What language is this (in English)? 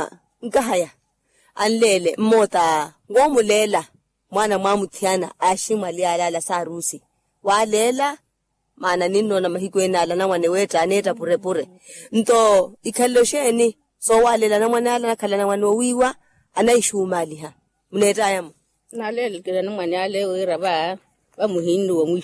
Makhuwa